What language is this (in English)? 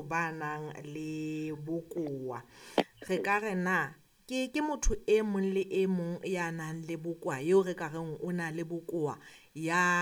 Southern Sotho